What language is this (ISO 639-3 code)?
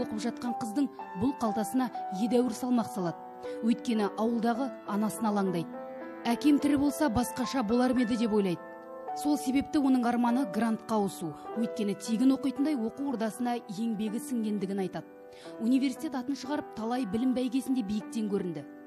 kaz